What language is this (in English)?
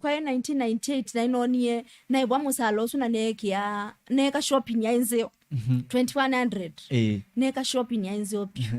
Kamba